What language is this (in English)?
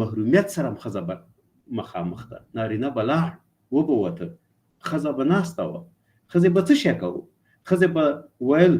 Pashto